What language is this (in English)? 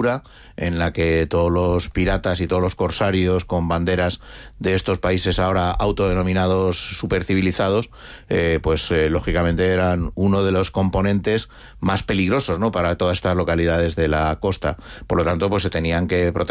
Spanish